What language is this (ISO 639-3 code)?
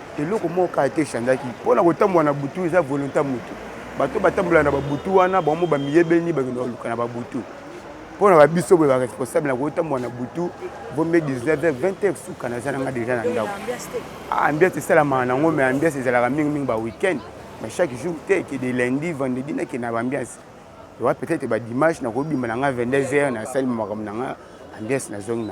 lin